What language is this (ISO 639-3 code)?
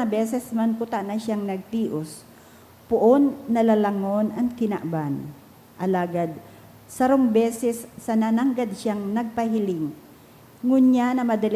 bik